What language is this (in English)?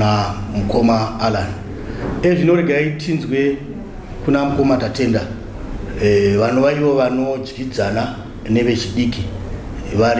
Shona